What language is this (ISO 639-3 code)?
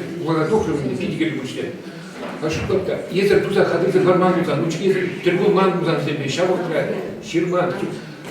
chv